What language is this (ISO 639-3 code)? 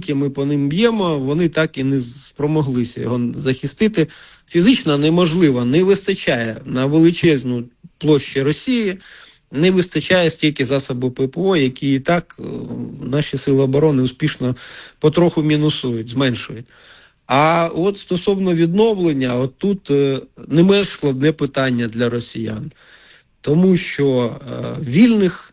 ukr